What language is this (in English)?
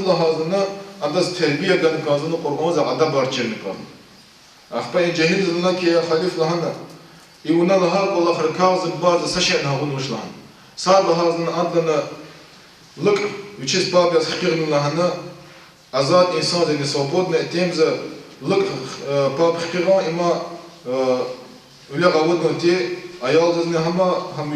Lezghian